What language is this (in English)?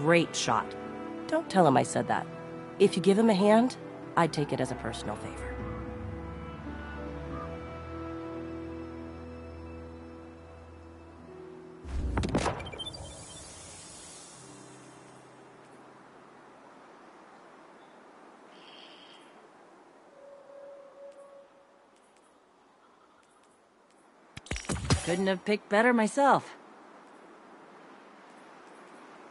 English